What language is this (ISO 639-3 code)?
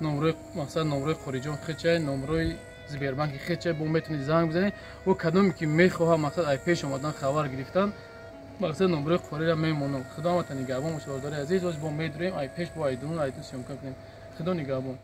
tgk